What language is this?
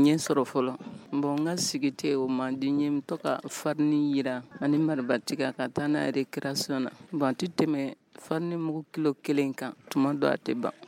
Bambara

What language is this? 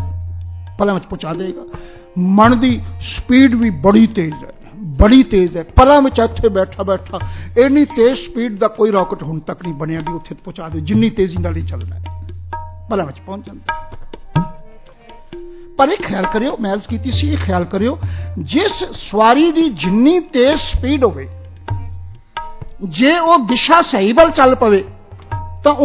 Punjabi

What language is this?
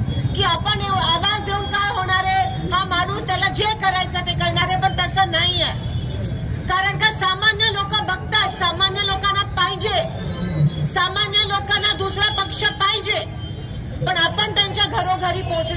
Marathi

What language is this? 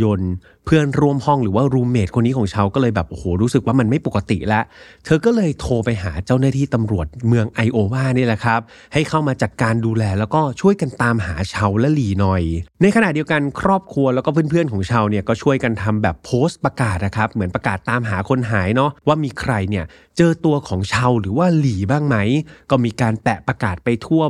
Thai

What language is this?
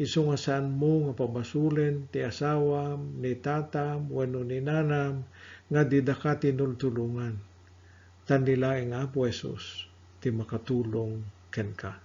Iloko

